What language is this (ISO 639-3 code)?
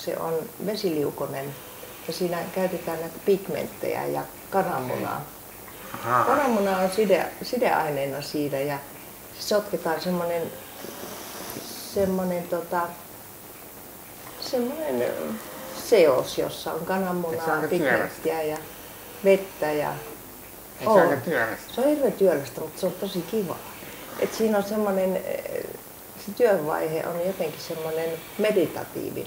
fin